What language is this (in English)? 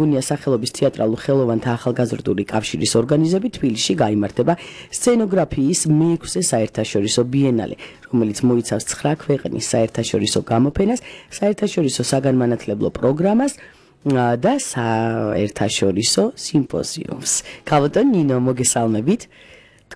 Georgian